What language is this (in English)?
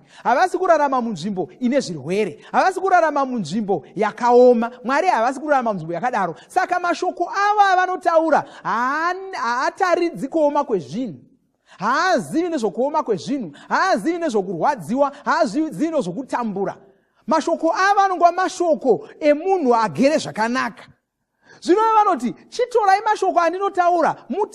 Shona